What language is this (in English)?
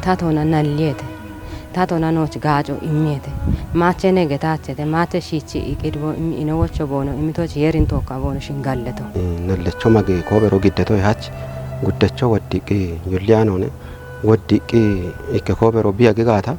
Kafa